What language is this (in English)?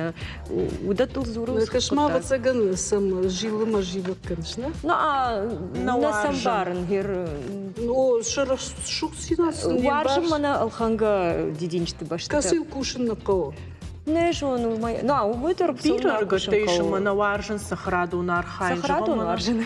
Ossetic